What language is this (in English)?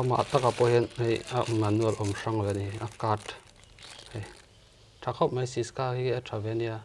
Mizo